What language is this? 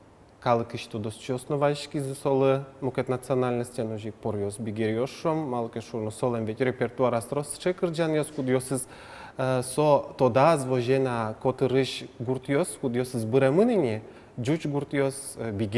Udmurt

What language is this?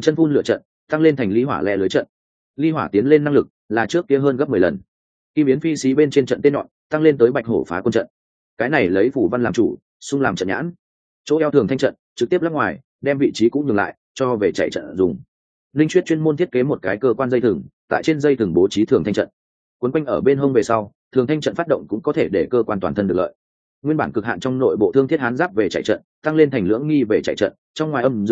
Vietnamese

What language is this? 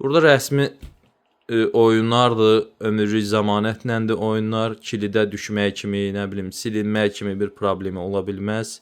Azerbaijani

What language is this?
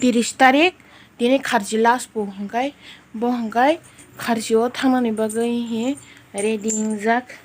Kok Borok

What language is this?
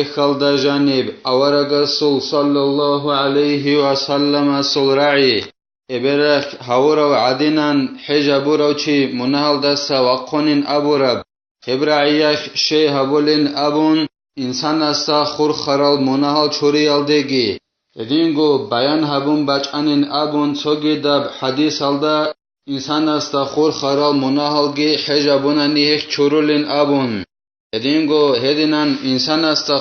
Avaric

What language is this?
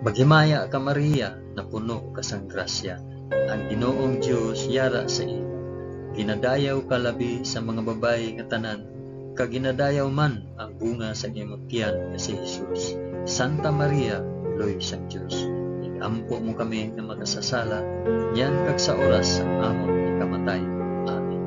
Hiligaynon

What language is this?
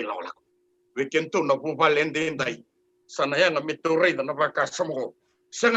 Fijian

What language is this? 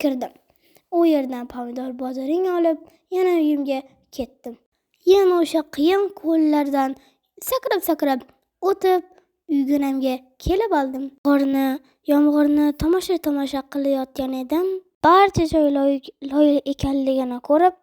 Uzbek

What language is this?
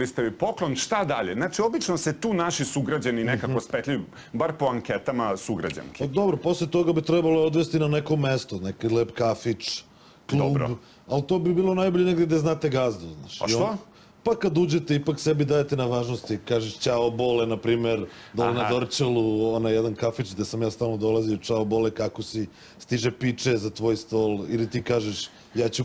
Serbian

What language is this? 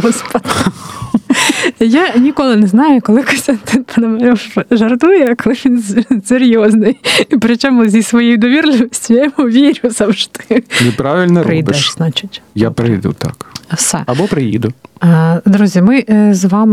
Ukrainian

